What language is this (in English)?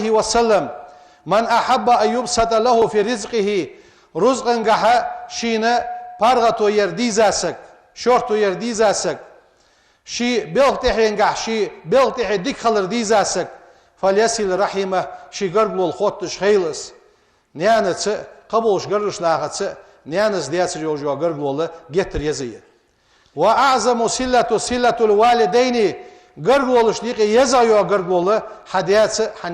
Ingush